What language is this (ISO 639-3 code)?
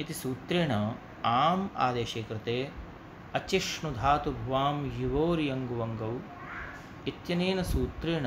san